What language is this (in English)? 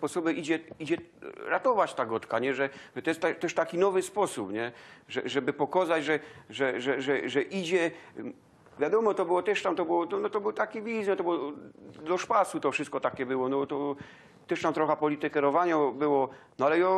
Silesian